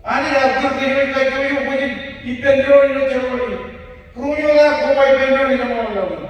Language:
Marshallese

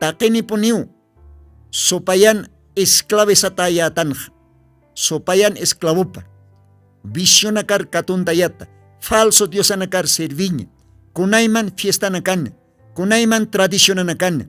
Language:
Aymara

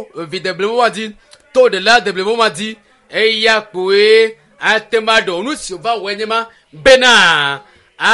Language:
Ewe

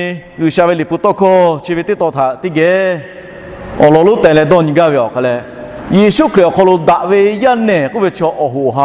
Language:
Lahu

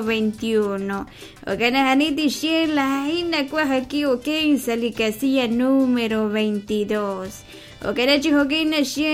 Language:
Kekchí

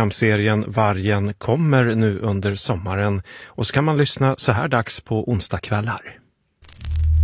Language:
Swedish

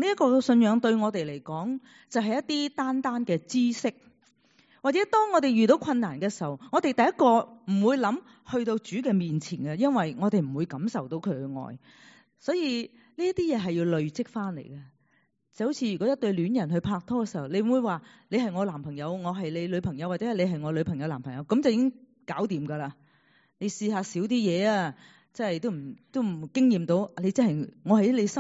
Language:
Cantonese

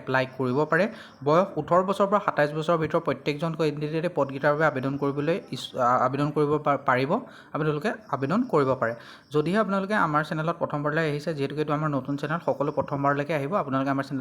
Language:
Assamese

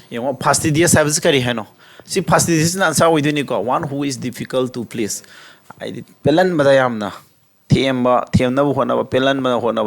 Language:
Manipuri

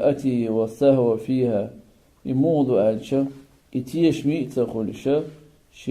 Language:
Chechen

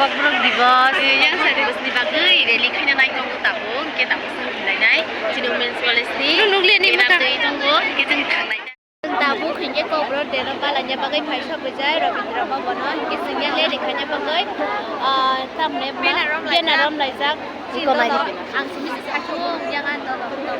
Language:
Kok Borok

